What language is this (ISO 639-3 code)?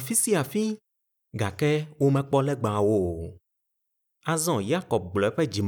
ewe